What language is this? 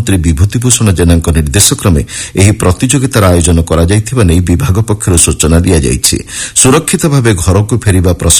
Odia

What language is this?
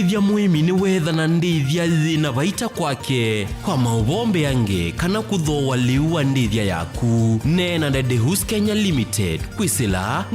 Kamba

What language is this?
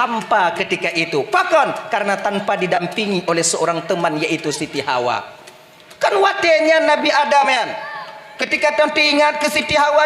Achinese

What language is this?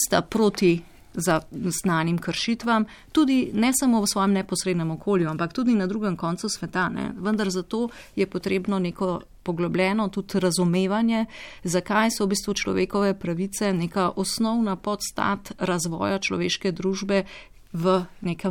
Slovenian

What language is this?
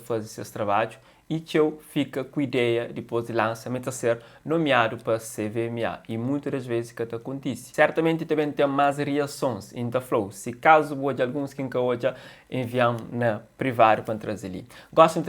Kabuverdianu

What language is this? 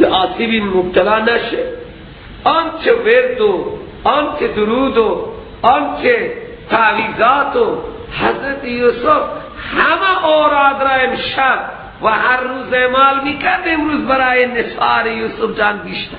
Persian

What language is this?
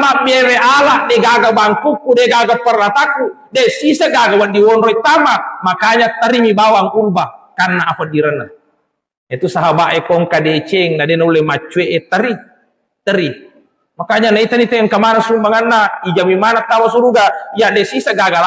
Buginese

